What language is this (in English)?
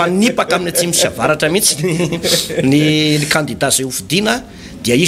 Malagasy